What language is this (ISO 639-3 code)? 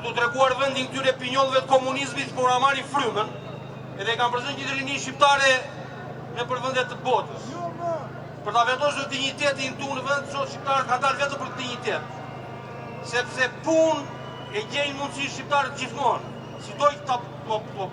sqi